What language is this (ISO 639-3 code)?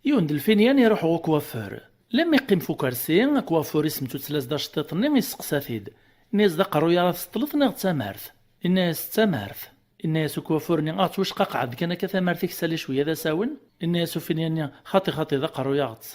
kab